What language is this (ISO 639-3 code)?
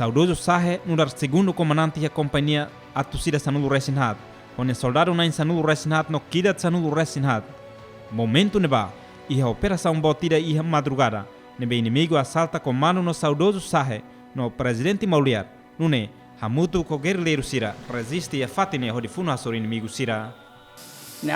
tet